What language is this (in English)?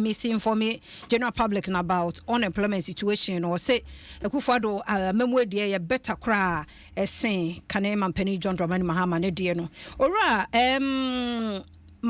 Akan